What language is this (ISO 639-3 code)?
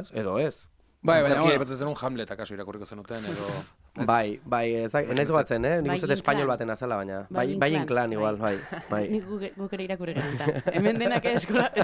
eus